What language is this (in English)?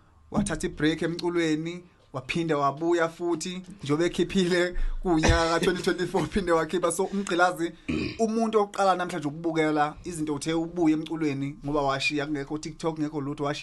Zulu